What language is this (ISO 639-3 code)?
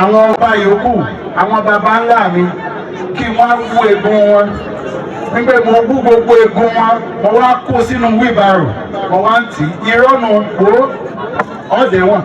yor